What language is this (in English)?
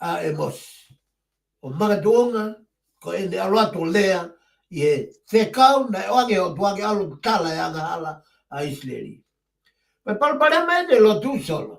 Tongan